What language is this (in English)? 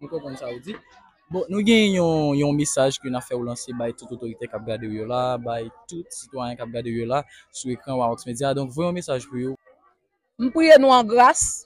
Haitian Creole